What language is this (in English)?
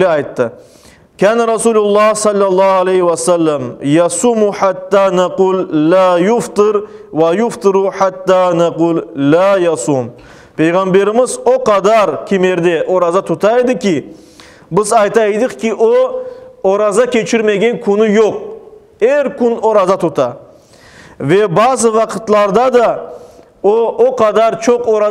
Crimean Tatar